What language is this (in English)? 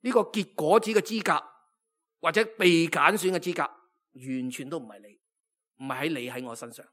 Cantonese